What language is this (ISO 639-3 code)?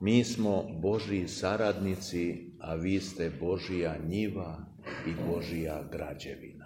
srp